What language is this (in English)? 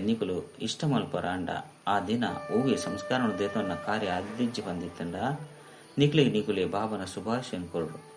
Tulu